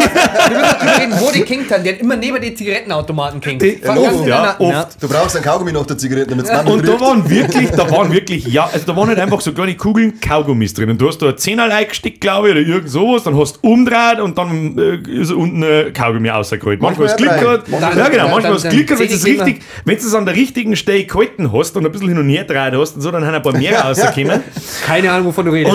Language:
Bavarian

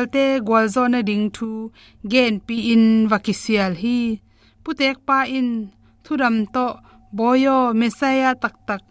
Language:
Tedim Chin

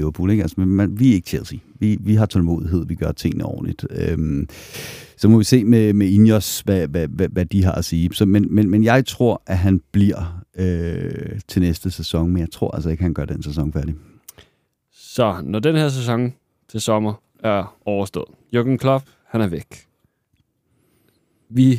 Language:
Danish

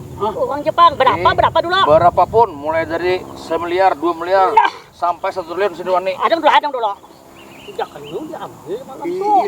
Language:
Banjar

